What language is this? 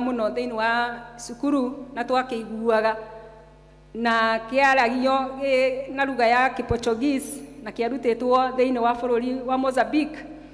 Kikuyu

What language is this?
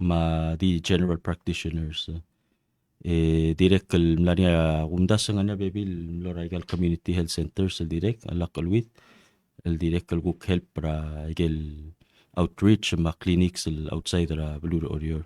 Palauan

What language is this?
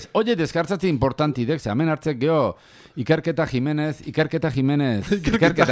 Basque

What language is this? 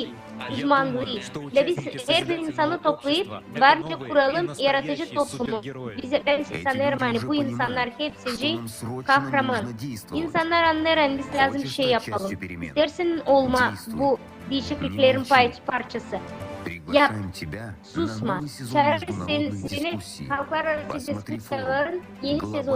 Gagauz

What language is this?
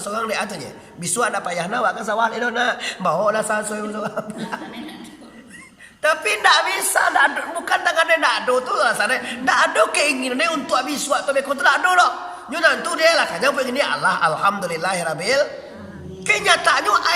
Minangkabau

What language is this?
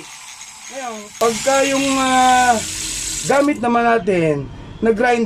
Filipino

